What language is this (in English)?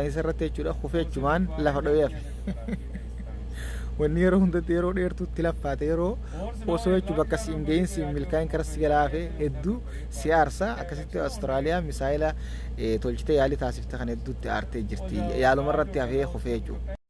Oromo